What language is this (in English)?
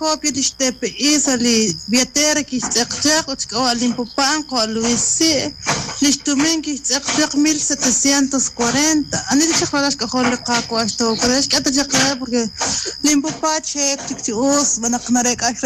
Kekchí